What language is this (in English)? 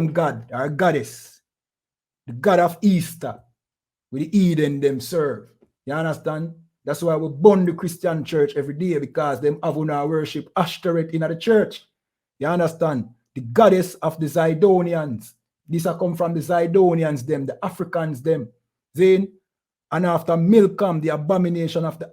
Jamaican Creole English